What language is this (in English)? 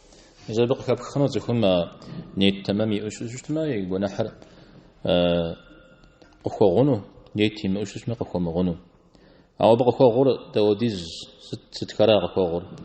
Kabardian